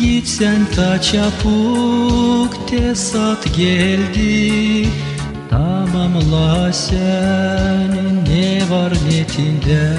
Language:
Gagauz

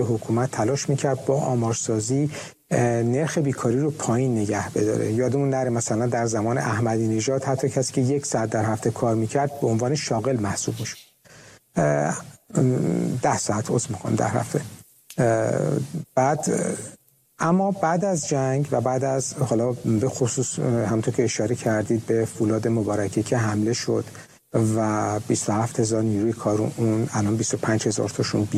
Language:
Persian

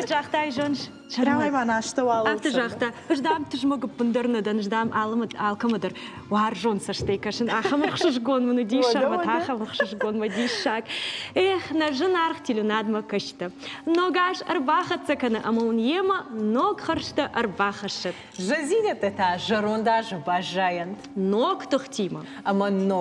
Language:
Ossetic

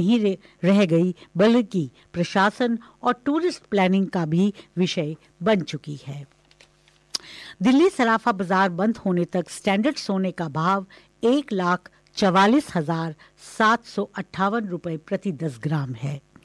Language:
Hindi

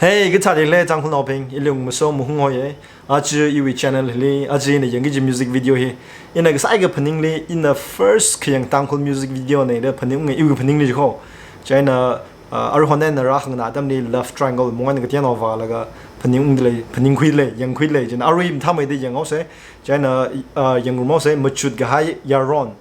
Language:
Tangkhul Naga (India)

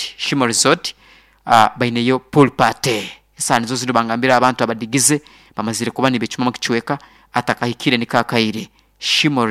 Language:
Nyoro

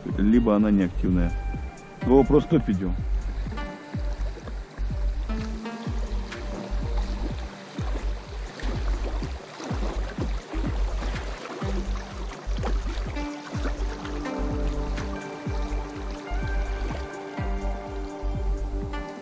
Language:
Russian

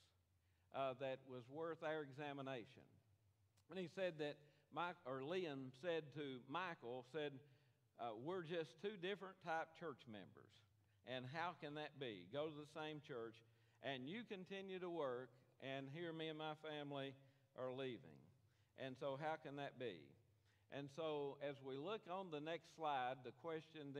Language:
English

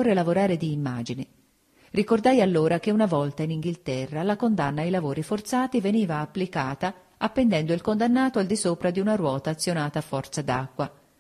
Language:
Italian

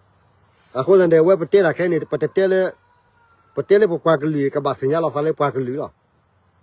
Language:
S'gaw Karen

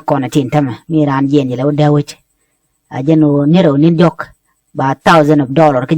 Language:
Nuer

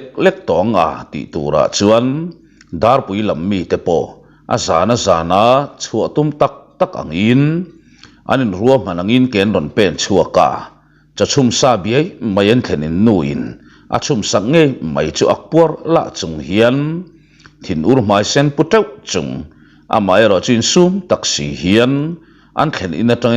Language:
Mizo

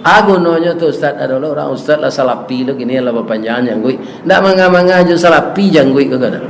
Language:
Minangkabau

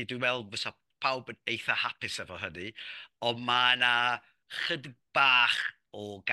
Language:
Welsh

